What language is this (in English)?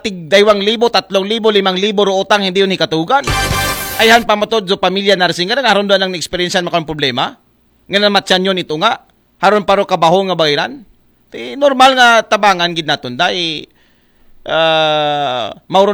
Aklanon